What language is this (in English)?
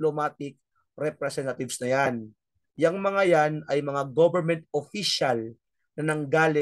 Filipino